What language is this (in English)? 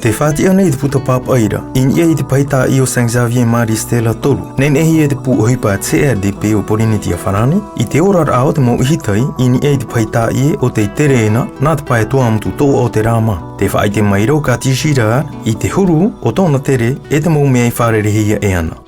Tahitian